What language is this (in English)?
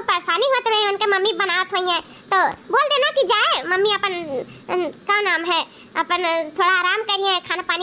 Awadhi